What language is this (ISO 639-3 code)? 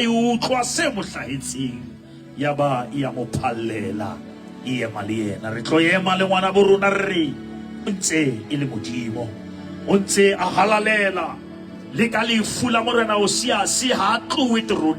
sot